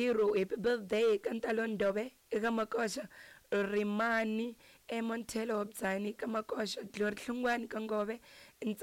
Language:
Tsonga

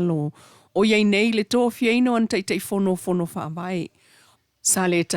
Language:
Samoan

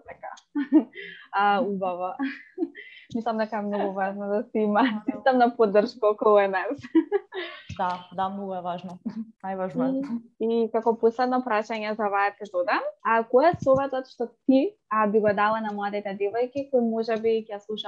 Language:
Macedonian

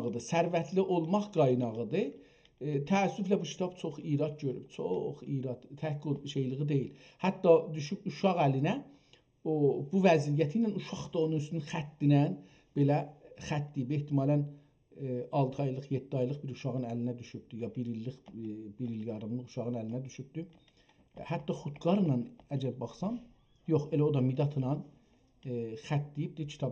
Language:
South Azerbaijani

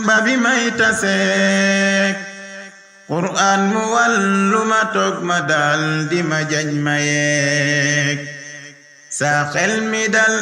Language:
Wolof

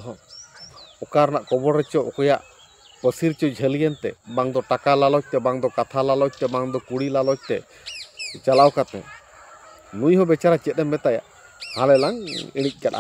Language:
Santali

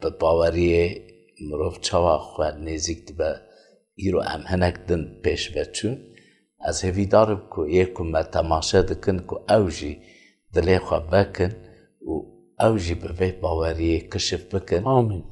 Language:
Kurdish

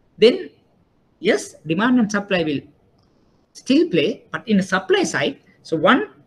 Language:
English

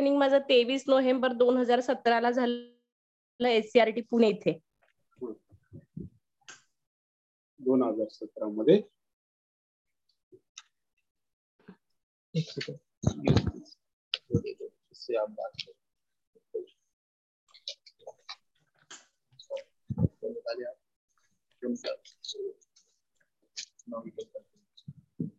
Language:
Marathi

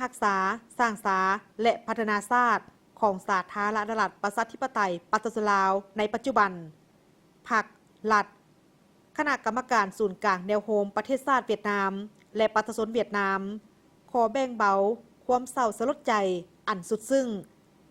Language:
Lao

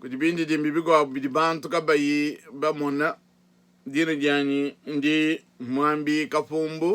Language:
Luba-Lulua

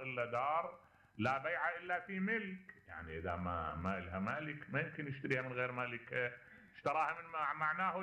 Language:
Mesopotamian Arabic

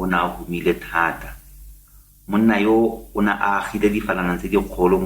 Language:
Tswana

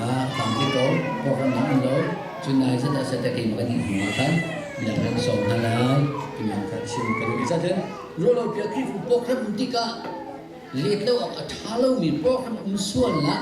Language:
Hakha Chin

